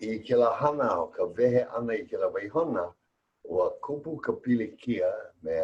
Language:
Hawaiian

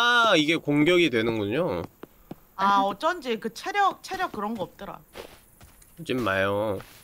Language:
Korean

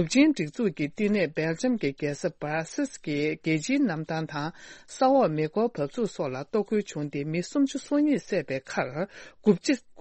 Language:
Tibetan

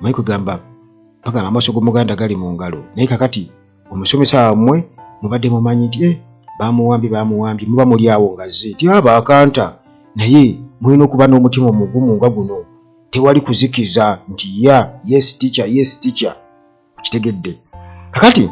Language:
Ganda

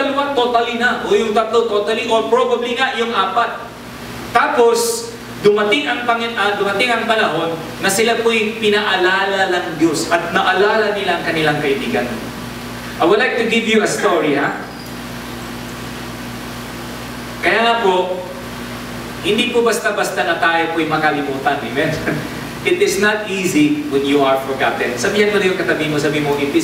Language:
Filipino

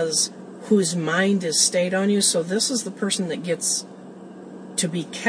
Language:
English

